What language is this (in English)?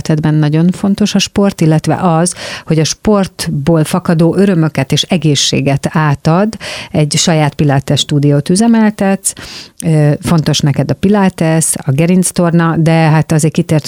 Hungarian